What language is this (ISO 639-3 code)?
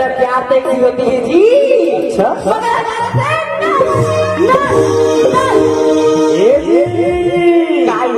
hne